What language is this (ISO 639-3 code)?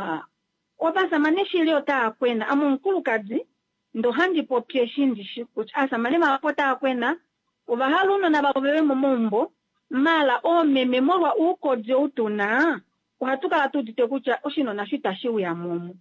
kua